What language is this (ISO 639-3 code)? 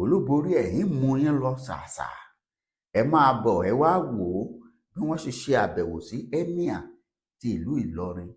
yor